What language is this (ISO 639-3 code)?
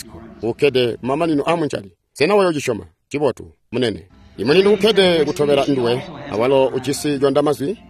toi